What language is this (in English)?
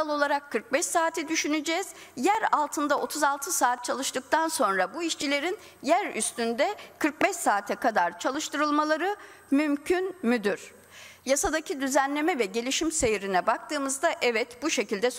Turkish